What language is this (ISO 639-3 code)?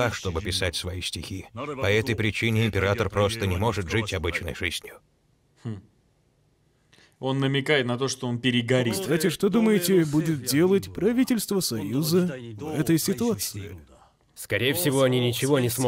rus